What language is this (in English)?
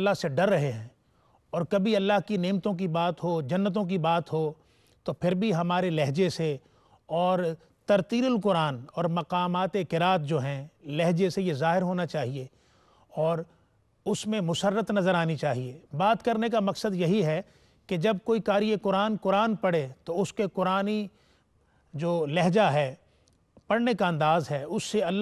Urdu